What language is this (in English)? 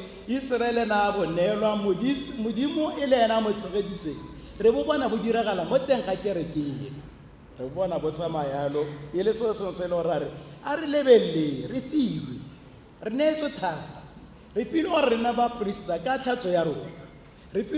Tswana